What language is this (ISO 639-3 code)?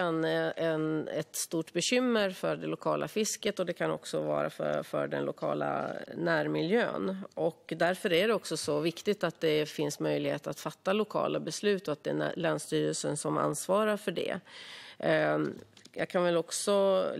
swe